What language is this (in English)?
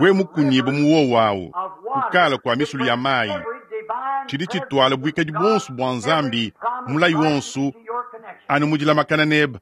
Luba-Lulua